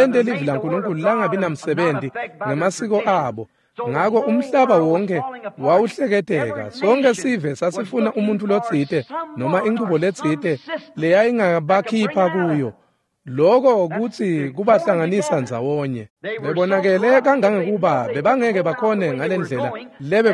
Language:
Swati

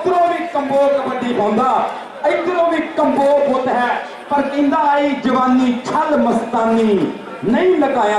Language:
Punjabi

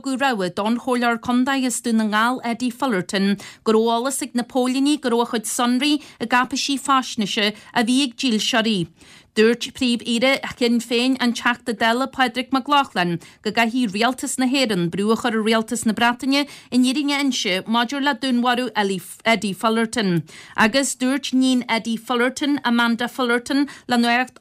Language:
Irish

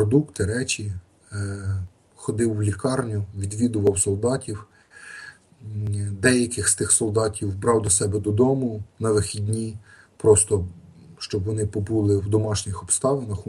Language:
Ukrainian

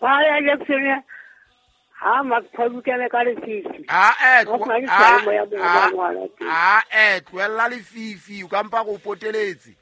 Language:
Southern Sotho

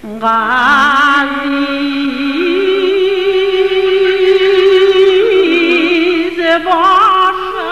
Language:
Bashkir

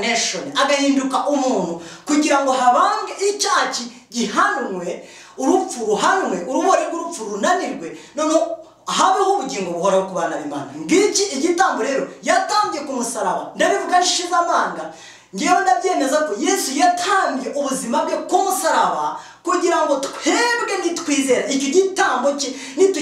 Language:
Kinyarwanda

